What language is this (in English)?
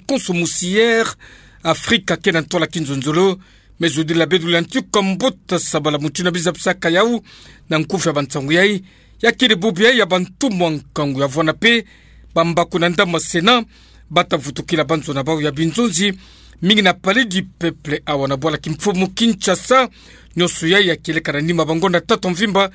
Kituba (Democratic Republic of Congo)